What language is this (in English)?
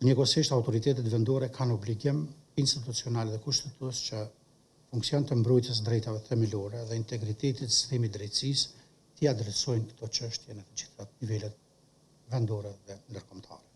Albanian